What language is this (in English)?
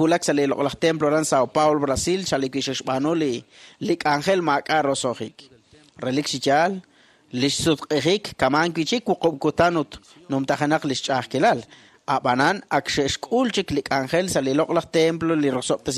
Kekchí